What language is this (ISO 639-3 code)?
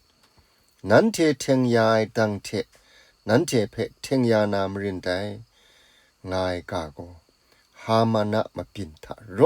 kac